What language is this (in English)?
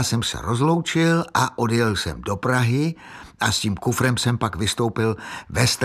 Czech